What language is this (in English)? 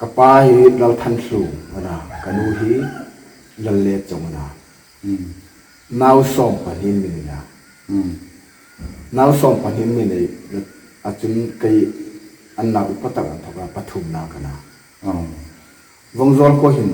Hmar